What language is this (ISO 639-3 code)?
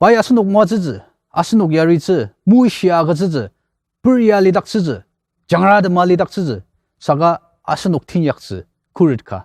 njo